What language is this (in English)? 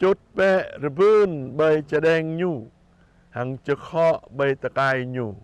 Jarai